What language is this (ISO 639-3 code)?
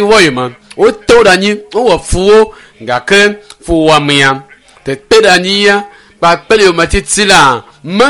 ewe